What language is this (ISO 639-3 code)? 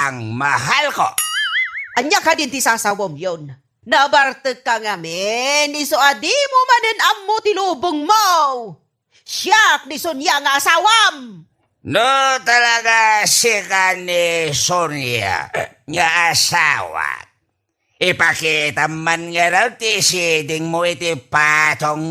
ilo